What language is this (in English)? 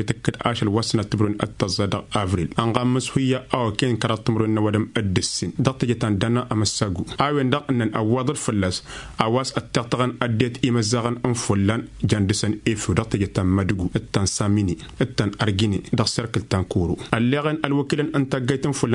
Tamasheq